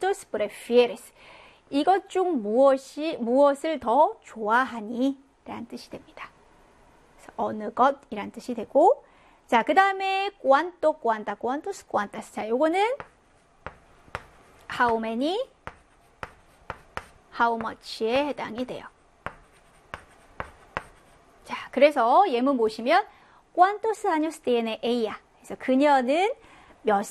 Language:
Korean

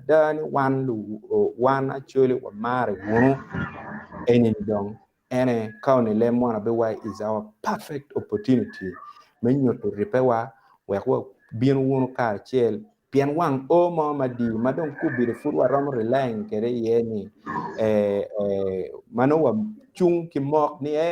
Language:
Acoli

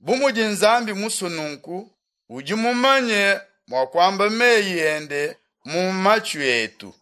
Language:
Luba-Lulua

